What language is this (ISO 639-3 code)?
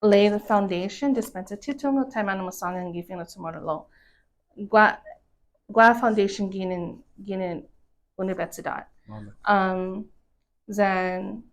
cha